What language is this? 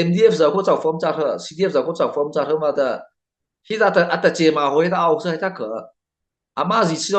Mara Chin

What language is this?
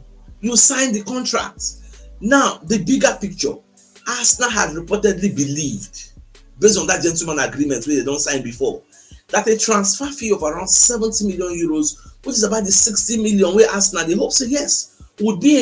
Nigerian Pidgin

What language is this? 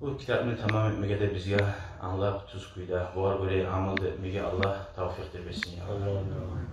Kumyk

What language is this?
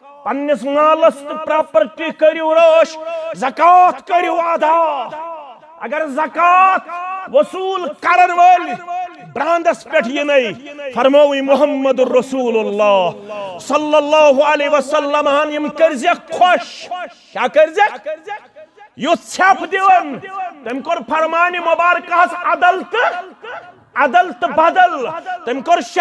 Kashmiri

